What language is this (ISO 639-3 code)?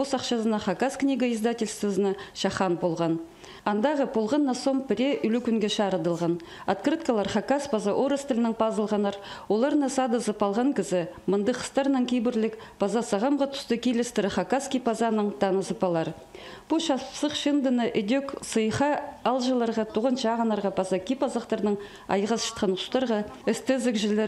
kjh